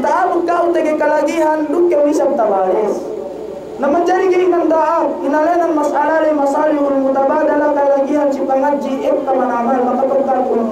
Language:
Yakan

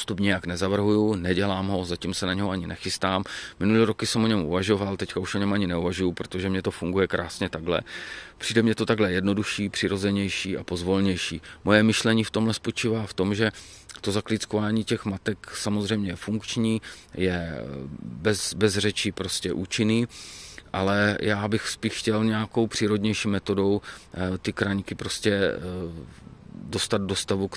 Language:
Czech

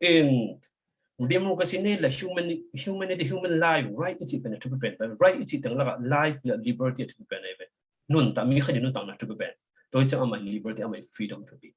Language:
Tedim Chin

